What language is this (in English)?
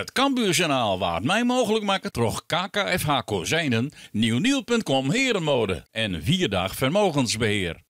Western Frisian